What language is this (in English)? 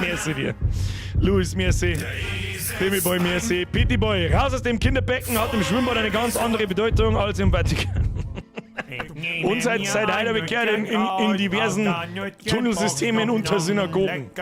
Bavarian